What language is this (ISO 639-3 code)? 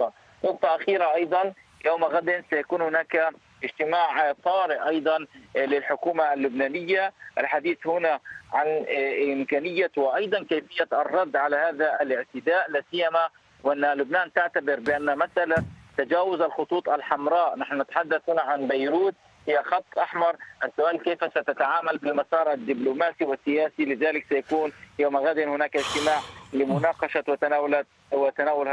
ara